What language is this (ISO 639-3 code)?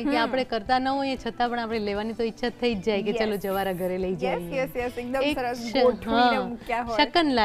guj